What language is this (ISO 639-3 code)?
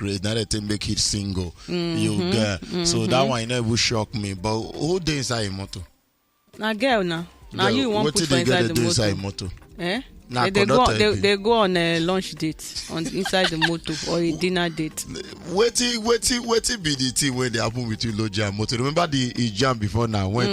pcm